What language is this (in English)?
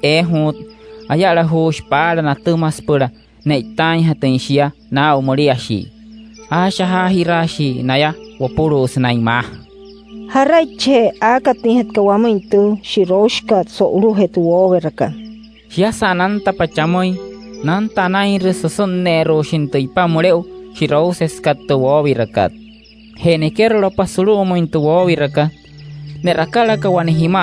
Wayuu